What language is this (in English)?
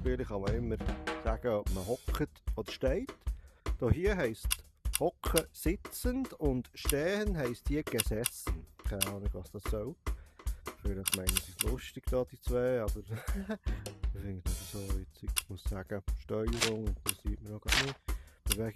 Swiss German